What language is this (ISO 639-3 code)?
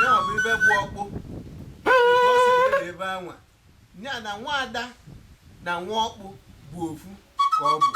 ibo